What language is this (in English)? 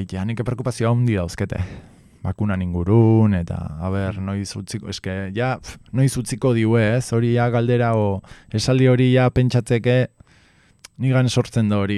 Basque